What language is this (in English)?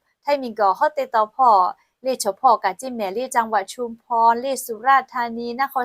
Lahu